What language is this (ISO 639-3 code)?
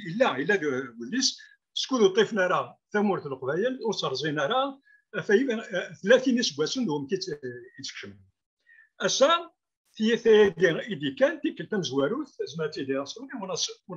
kab